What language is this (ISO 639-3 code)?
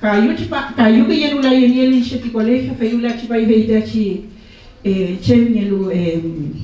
arn